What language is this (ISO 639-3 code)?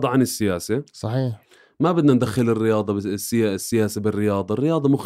apc